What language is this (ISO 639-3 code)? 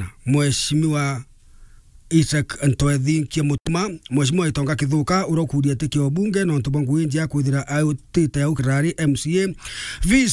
mer